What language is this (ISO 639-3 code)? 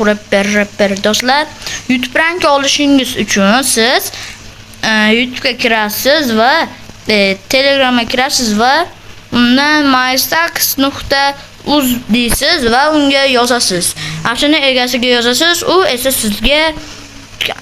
uzb